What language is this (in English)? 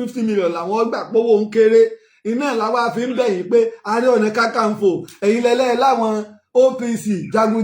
Yoruba